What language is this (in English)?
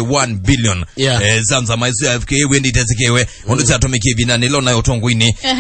Kamba